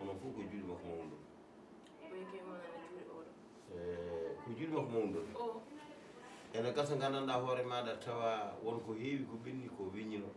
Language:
Fula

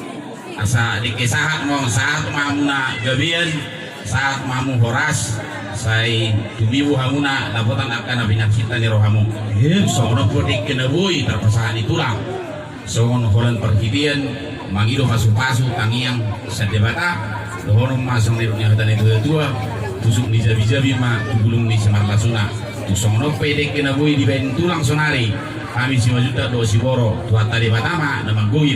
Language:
Batak Toba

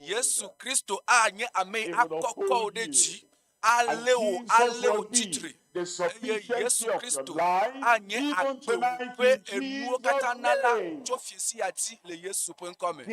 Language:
Ewe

